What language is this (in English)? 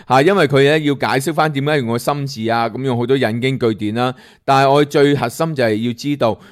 Cantonese